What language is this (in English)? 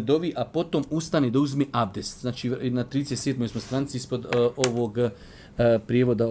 Bosnian